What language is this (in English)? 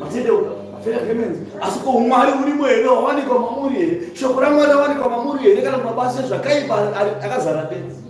Shona